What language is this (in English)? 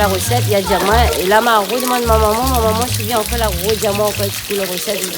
Réunion Creole French